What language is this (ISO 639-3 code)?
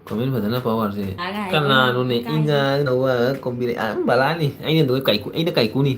mni